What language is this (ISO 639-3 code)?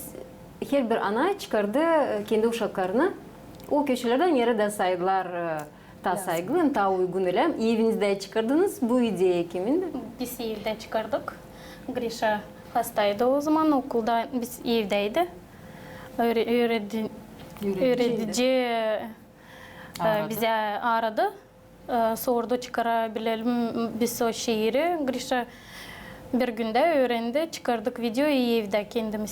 gag